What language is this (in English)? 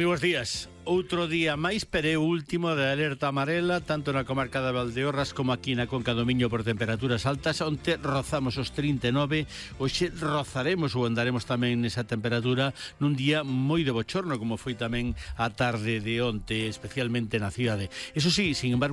Galician